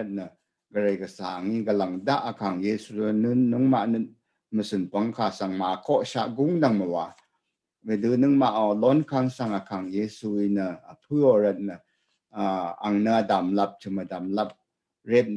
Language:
Rawang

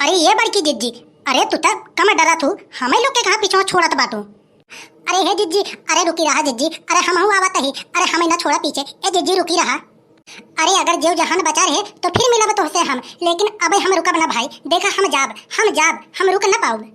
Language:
Awadhi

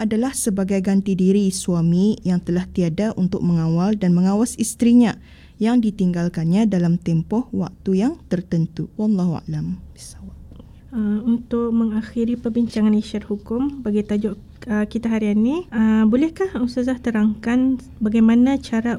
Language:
Malay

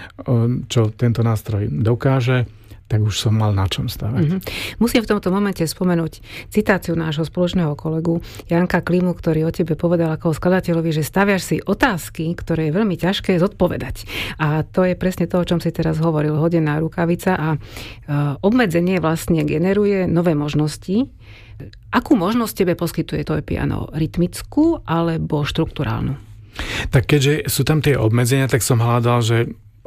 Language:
Slovak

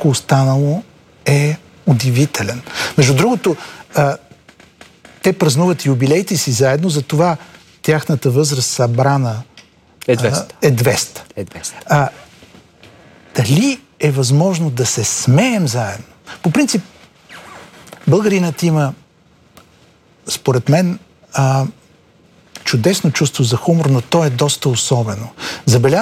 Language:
Bulgarian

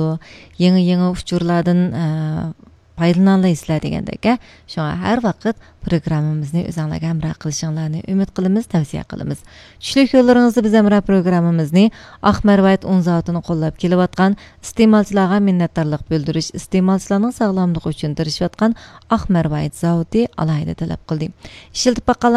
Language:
Uyghur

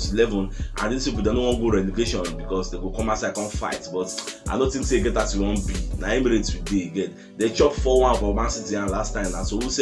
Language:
Nigerian Pidgin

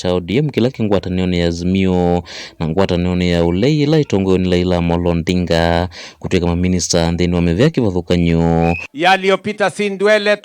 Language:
Kamba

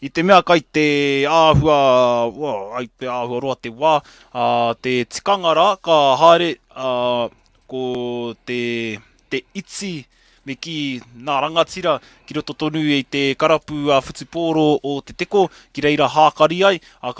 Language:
Māori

